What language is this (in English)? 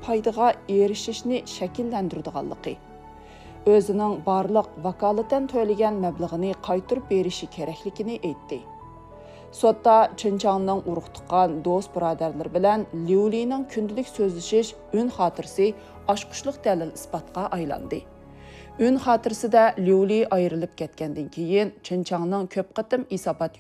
Uyghur